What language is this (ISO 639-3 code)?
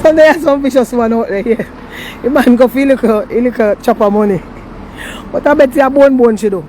jam